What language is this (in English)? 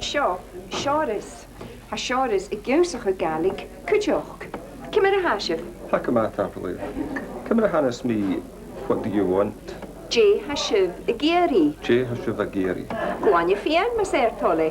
Scottish Gaelic